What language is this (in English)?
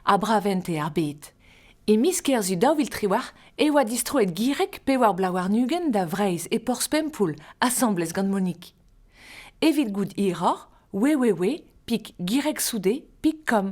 Breton